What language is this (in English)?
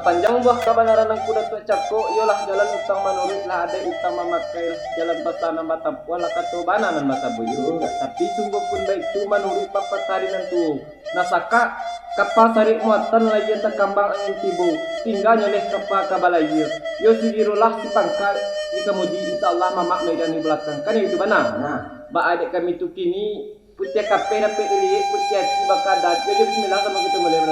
Minangkabau